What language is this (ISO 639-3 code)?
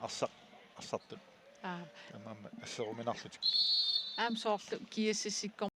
kal